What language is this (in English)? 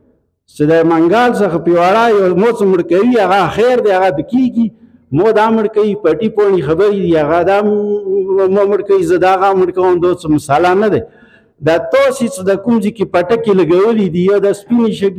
Pashto